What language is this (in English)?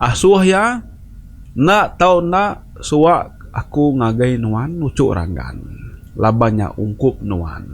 Iban